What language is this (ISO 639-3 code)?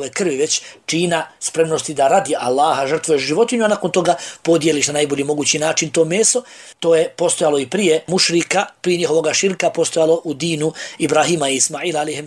bos